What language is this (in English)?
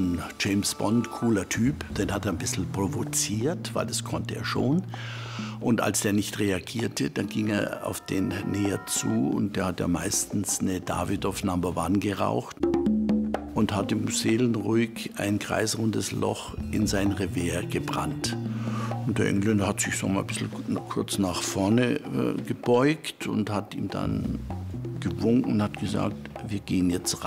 German